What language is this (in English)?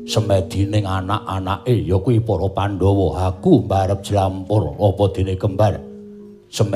Javanese